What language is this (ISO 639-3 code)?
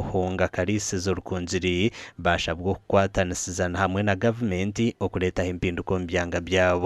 nyn